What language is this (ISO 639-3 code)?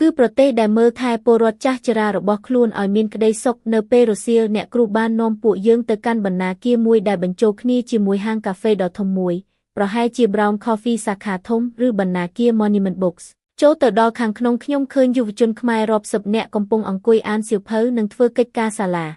khm